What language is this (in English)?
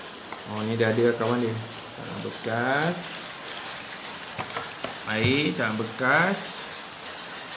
Malay